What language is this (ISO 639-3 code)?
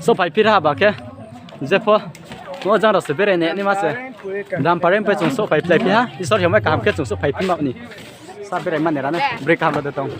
ria